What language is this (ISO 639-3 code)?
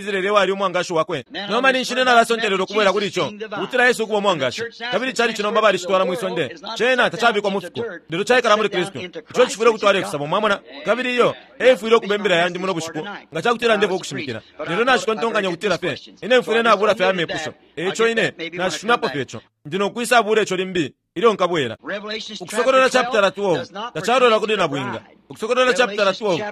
bem